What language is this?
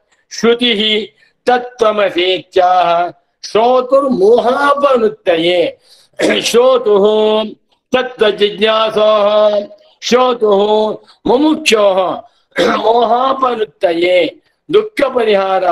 Sanskrit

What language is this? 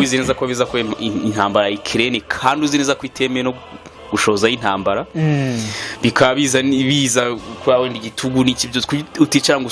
Kinyarwanda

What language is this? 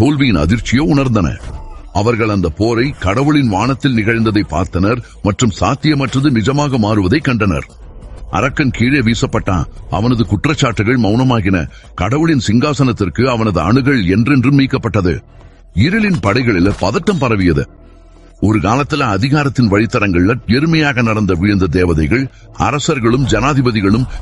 Tamil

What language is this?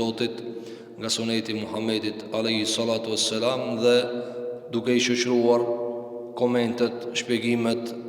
Albanian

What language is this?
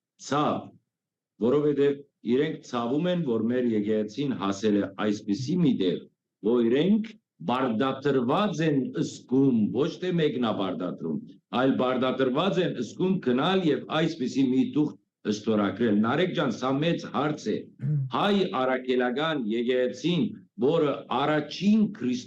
Western Armenian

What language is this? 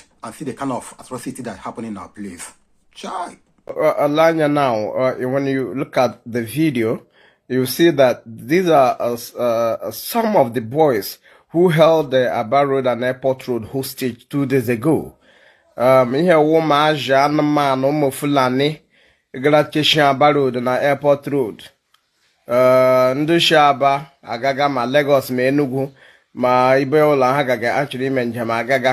Igbo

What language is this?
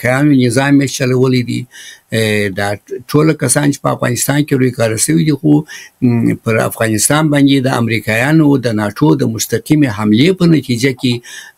Pashto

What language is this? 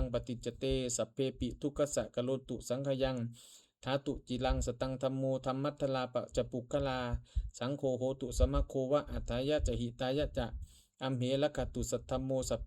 Pali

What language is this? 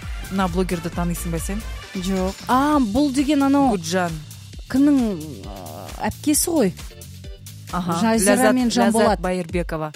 Kazakh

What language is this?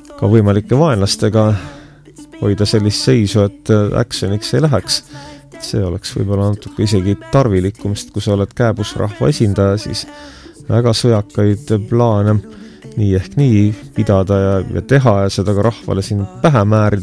Estonian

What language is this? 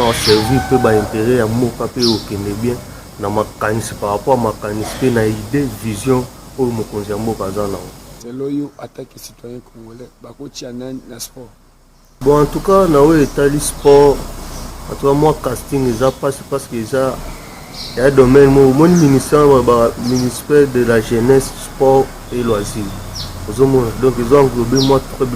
Lingala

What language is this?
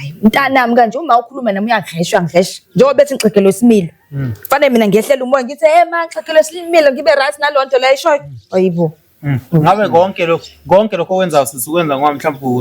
Zulu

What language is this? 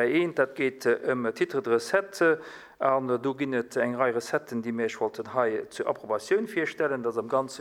Luxembourgish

